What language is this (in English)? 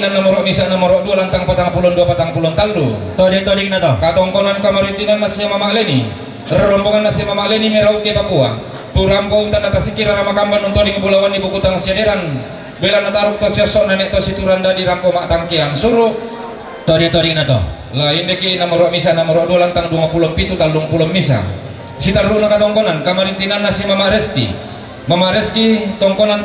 Toraja-Sa'dan